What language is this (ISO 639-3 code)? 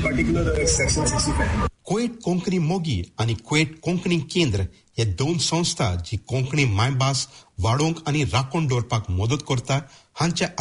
kok